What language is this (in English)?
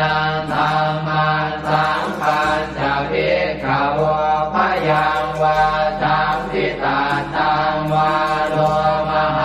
Pali